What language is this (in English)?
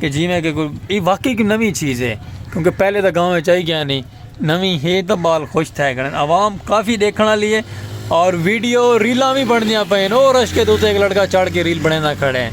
Saraiki